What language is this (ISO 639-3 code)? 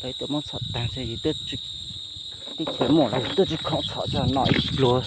hmn